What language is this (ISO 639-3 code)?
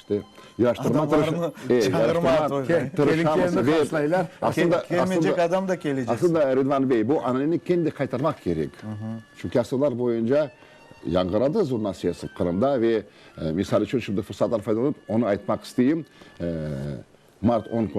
crh